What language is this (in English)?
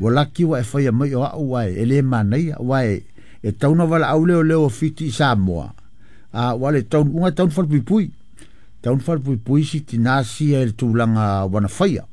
Samoan